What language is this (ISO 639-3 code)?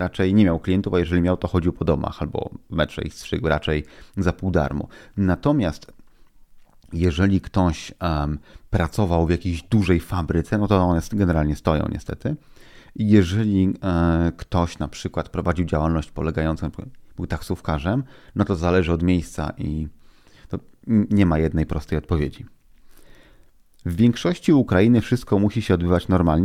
pol